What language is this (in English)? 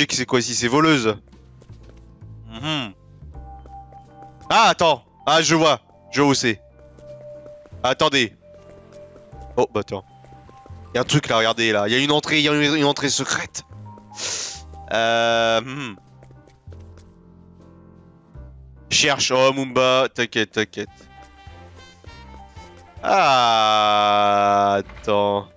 French